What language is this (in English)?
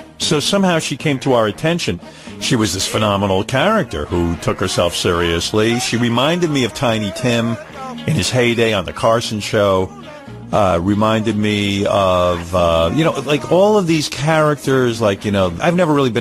English